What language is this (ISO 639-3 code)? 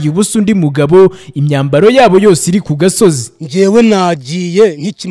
kin